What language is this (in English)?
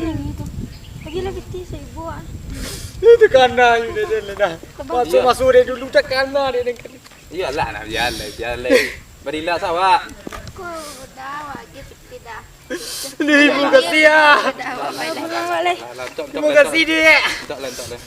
Minangkabau